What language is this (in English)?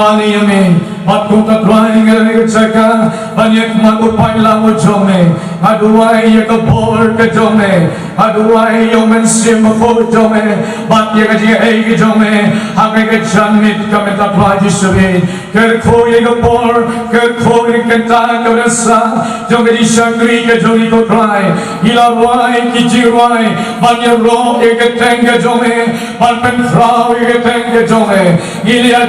Khasi